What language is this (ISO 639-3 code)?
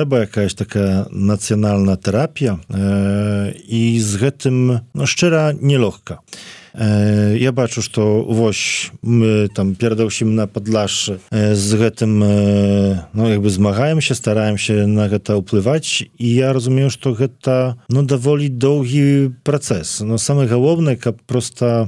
bel